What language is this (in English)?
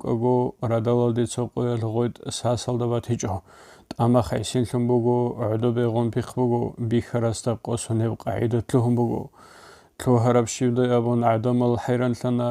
Avaric